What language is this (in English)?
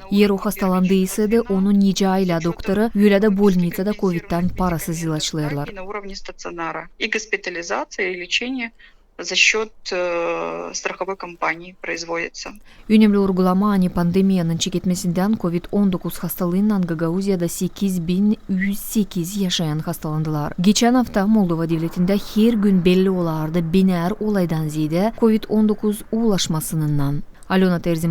Gagauz